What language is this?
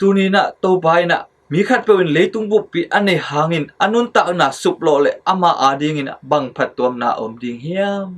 Tedim Chin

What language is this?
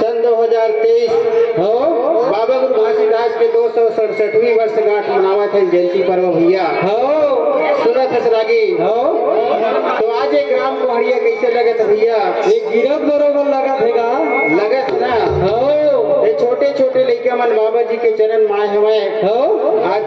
Chhattisgarhi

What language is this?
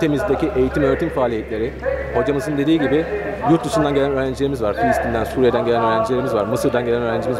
Turkish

